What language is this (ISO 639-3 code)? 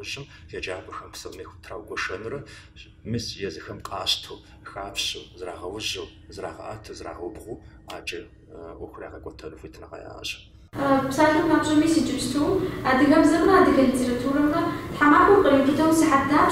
kbd